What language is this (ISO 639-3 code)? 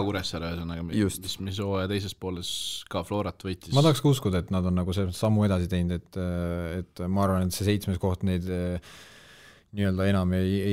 est